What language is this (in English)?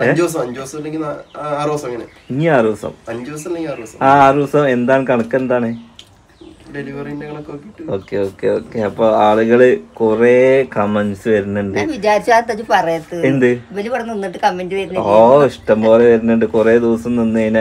Malayalam